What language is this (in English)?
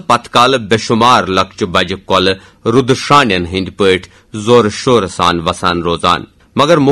Kashmiri